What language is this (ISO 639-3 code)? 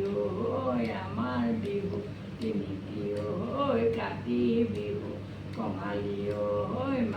asm